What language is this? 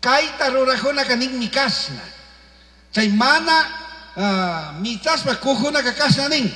Chimborazo Highland Quichua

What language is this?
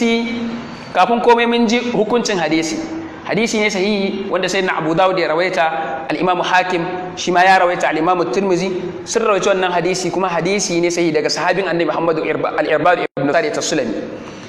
Hausa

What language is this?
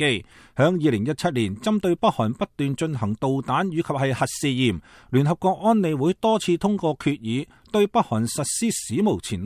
Cantonese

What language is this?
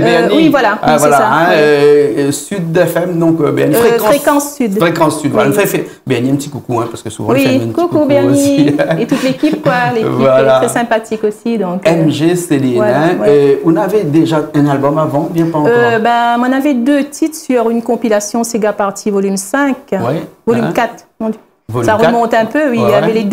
Réunion Creole French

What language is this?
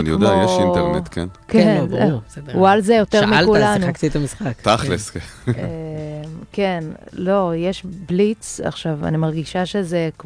Hebrew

